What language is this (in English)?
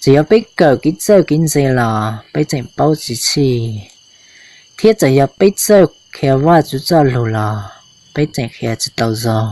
Hmong